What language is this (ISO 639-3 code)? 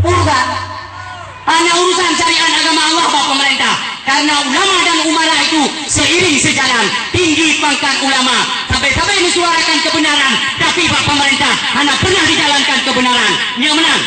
ace